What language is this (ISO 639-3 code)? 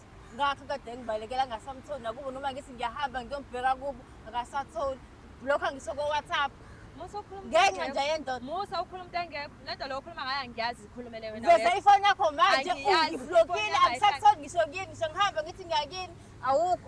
zul